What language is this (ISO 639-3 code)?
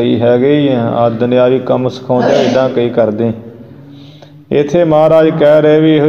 pan